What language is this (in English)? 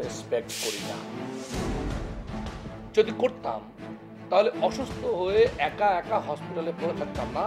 Bangla